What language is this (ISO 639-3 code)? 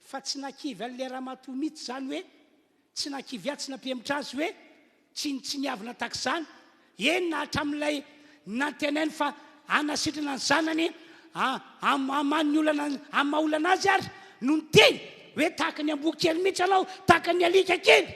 mlg